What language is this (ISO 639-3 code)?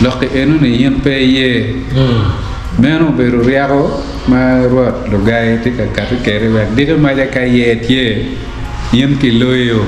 ach